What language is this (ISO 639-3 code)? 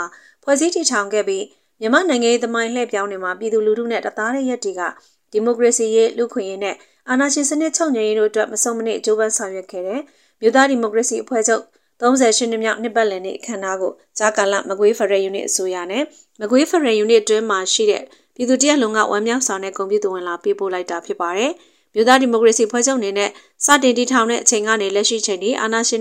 mya